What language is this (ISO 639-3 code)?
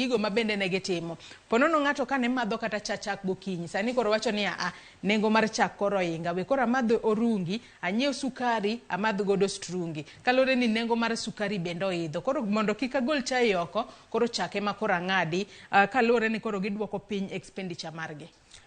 luo